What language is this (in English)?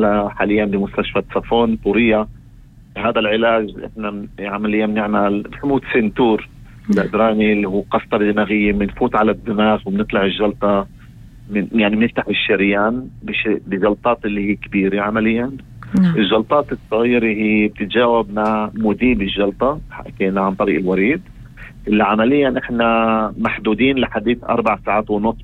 North Levantine Arabic